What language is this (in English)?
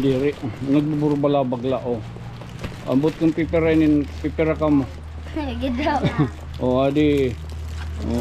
Waray